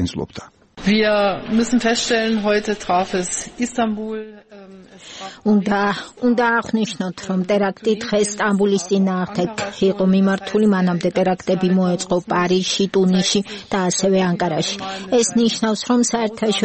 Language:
Georgian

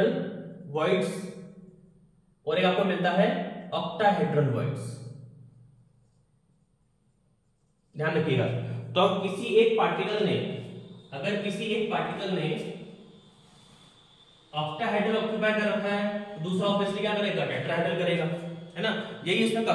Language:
Hindi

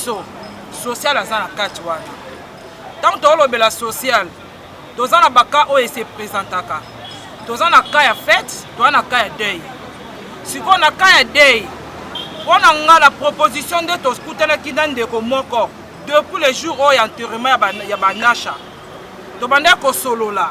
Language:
Lingala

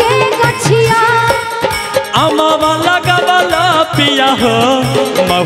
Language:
Bhojpuri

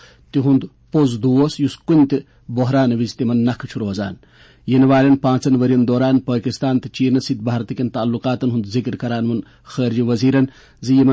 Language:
Kashmiri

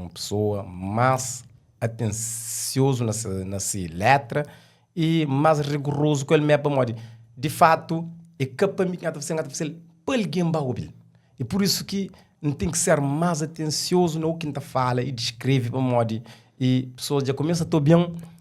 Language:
Kabuverdianu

